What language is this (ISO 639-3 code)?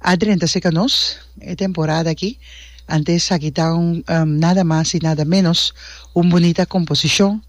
pap